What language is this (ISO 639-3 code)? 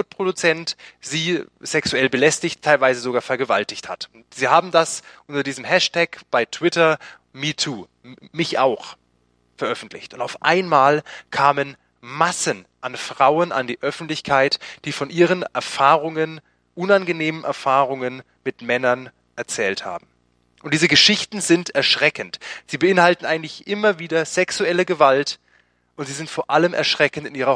deu